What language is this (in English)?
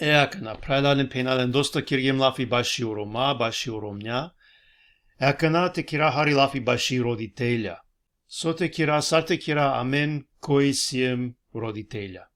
Balkan Romani